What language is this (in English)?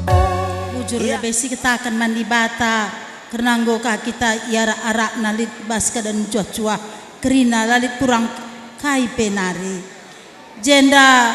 Batak Karo